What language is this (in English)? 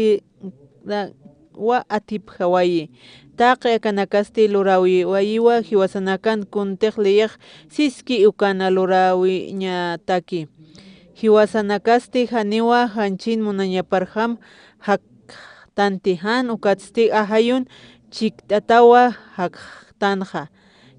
Aymara